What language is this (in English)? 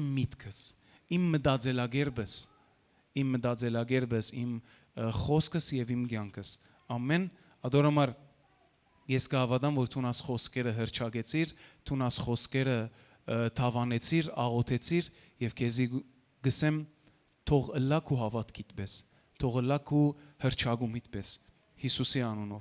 Western Armenian